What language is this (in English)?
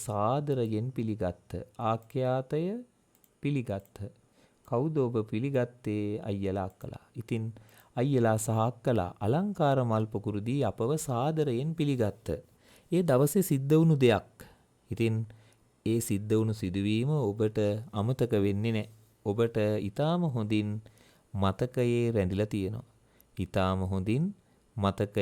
Sinhala